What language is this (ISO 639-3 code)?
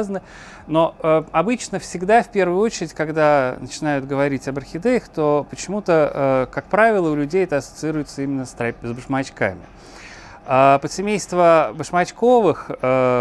rus